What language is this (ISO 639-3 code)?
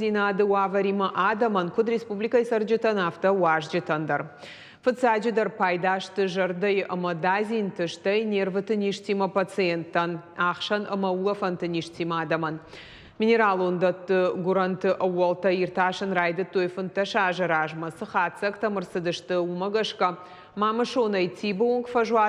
oss